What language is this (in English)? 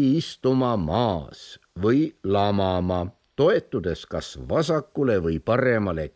Estonian